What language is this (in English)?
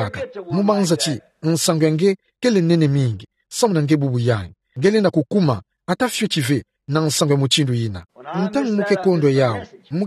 Kituba (Democratic Republic of Congo)